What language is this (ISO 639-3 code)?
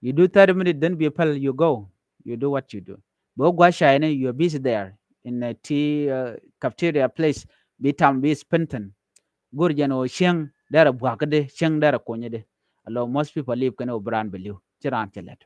nus